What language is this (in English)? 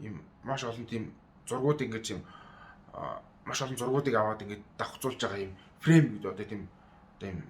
Mongolian